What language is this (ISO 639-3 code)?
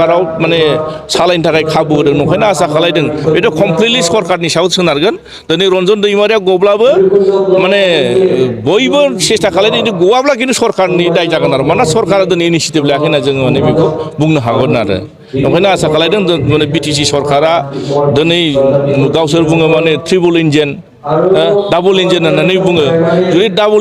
brx